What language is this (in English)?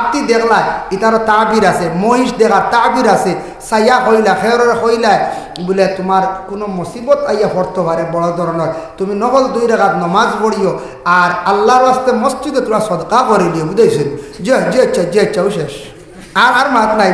Sylheti